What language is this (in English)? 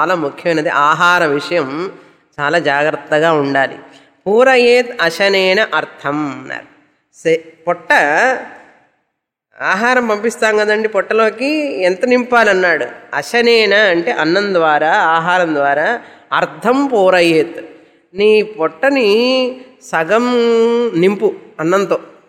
Telugu